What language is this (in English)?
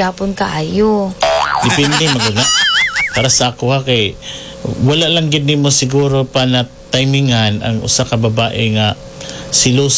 Cebuano